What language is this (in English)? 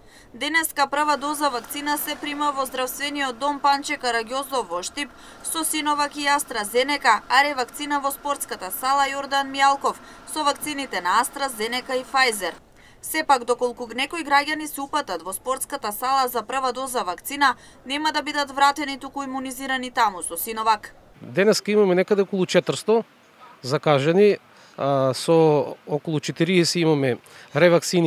Macedonian